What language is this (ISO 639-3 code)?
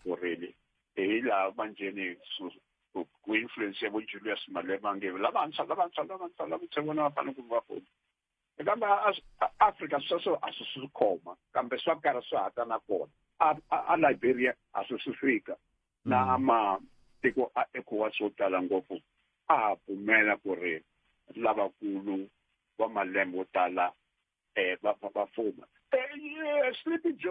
tso